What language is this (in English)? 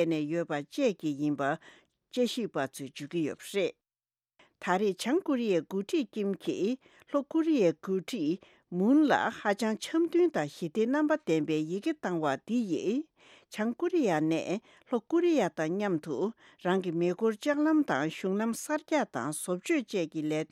Tibetan